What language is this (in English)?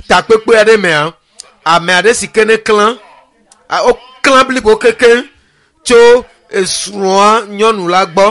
Ewe